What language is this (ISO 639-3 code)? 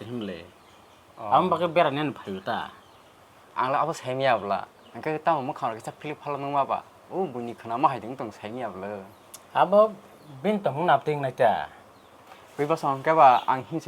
trp